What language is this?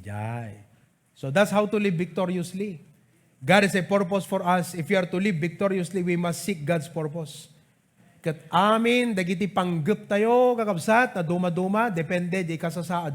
Iloko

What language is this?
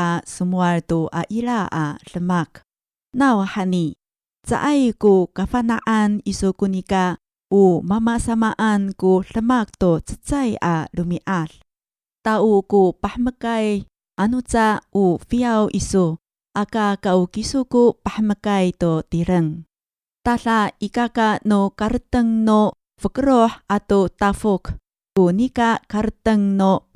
Amis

